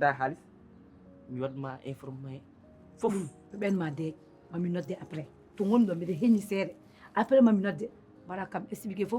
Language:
Fula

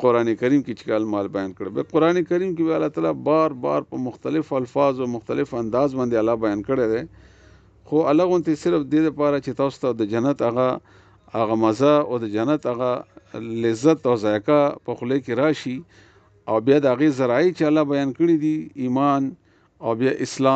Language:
Pashto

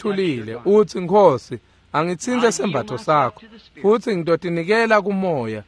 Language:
Swati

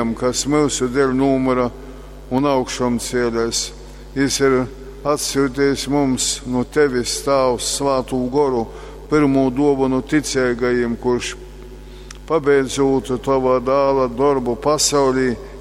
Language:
Latgalian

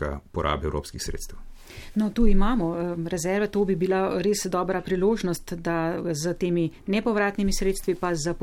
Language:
Slovenian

